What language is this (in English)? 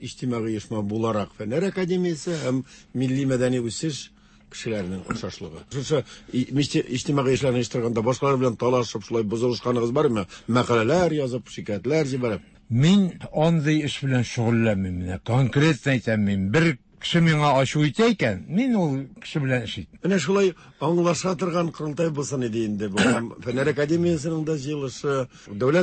Tatar